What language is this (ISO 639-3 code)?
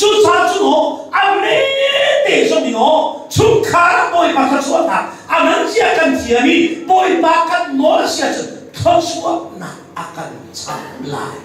cnh